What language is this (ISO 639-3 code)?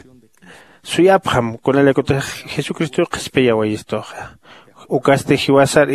aym